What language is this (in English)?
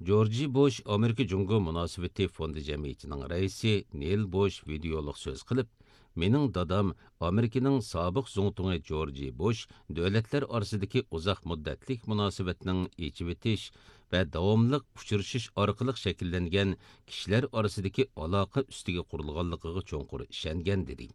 Uyghur